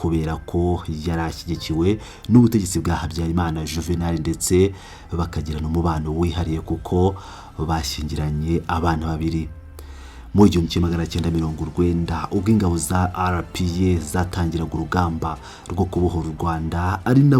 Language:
Kinyarwanda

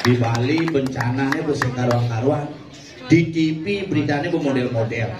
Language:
Balinese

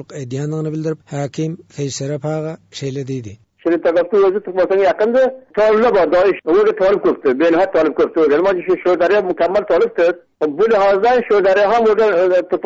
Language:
Turkmen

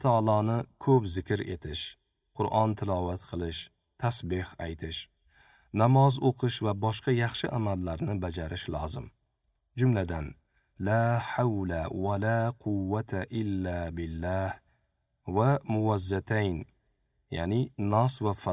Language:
Uzbek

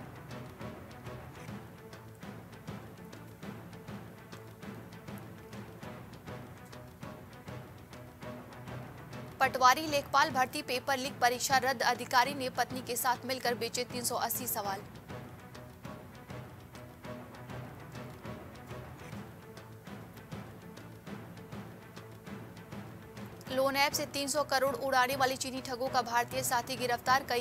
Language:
Hindi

